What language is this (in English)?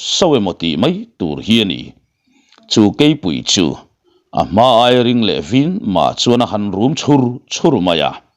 Mizo